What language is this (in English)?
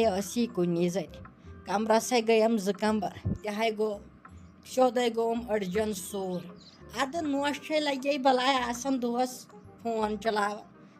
Kashmiri